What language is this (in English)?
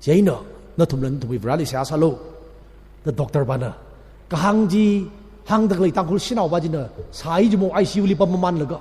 Tangkhul Naga (India)